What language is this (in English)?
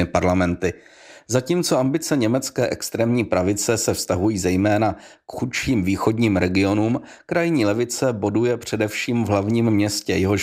Czech